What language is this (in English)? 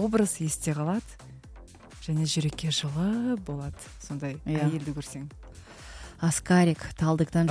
Kazakh